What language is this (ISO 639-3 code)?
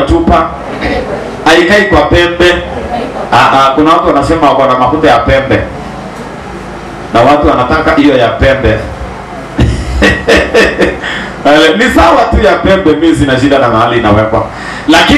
swa